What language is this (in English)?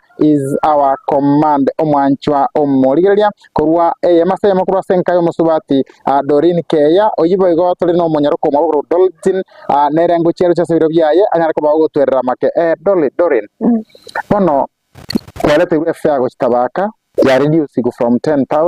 Gusii